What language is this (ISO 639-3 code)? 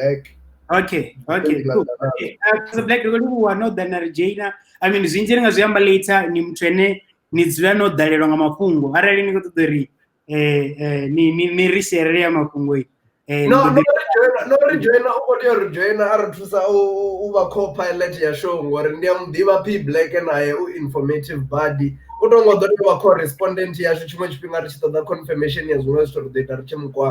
ven